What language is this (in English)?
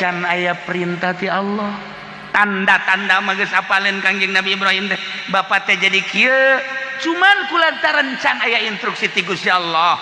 Sundanese